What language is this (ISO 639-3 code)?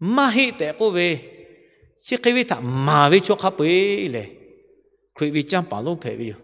lhu